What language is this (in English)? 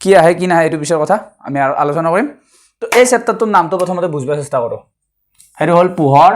Assamese